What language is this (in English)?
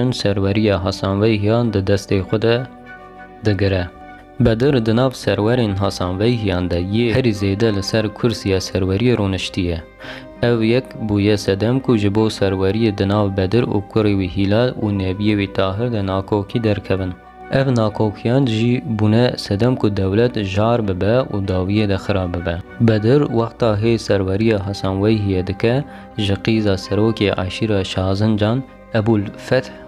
Kurdish